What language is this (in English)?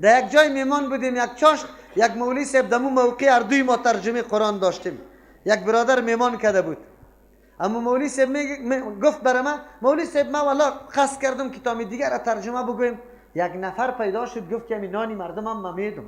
Persian